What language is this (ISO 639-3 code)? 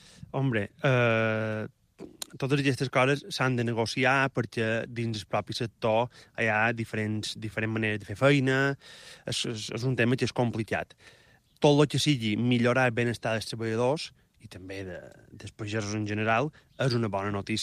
cat